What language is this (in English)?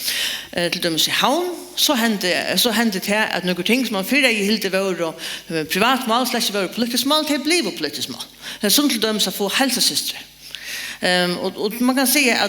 Faroese